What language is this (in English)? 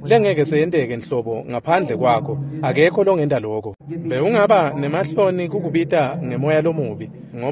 Swati